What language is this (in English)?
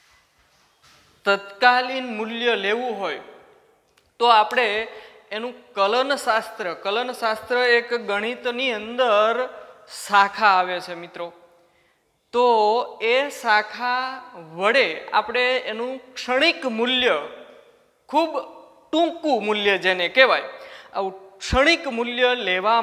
Gujarati